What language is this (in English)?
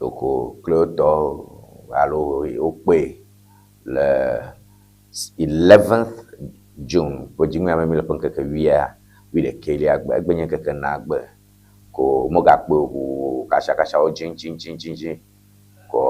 Ewe